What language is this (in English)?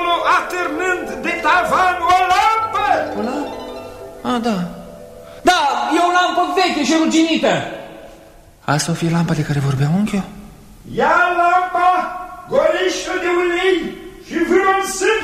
Romanian